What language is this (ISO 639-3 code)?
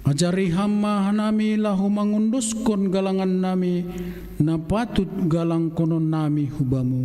bts